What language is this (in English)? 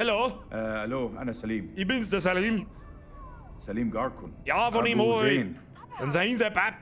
Bavarian